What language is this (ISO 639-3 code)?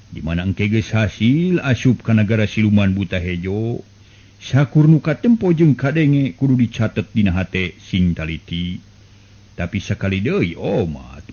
sun